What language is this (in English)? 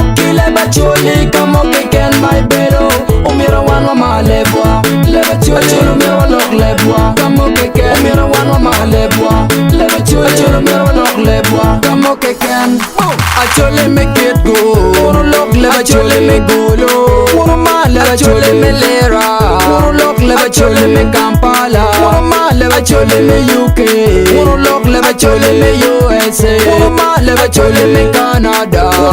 Acoli